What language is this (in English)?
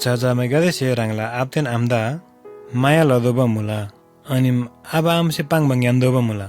Eastern Tamang